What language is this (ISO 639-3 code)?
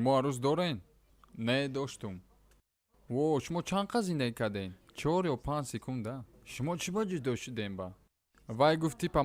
tgk